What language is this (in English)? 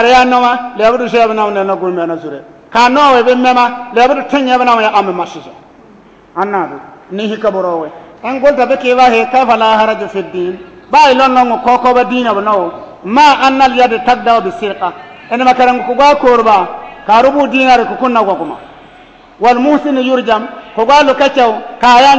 Bissa